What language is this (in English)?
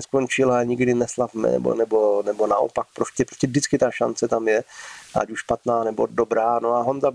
Czech